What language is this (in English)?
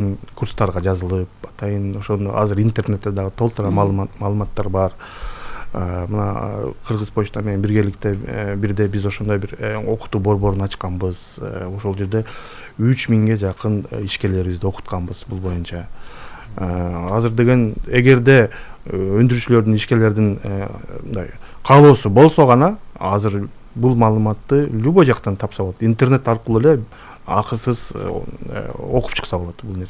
Kyrgyz